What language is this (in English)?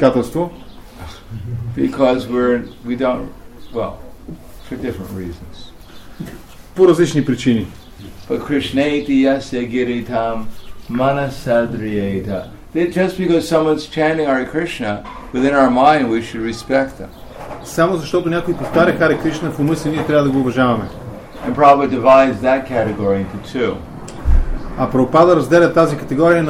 Bulgarian